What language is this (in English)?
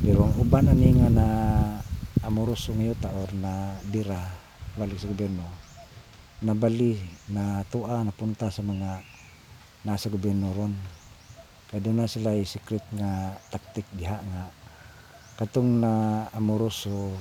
Cebuano